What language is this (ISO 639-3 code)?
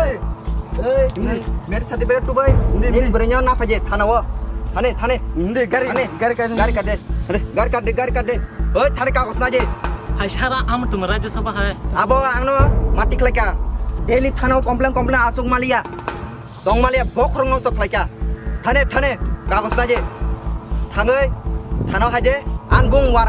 trp